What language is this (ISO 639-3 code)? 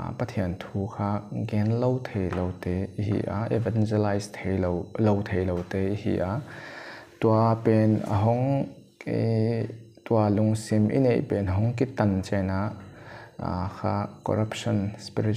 pck